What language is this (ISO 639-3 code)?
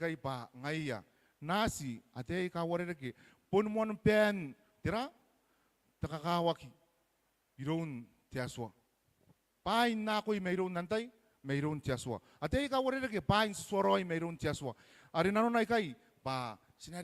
gil